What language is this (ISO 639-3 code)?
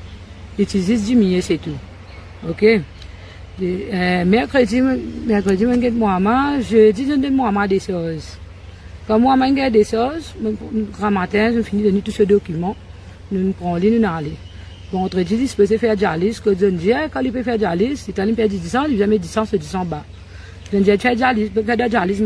mfe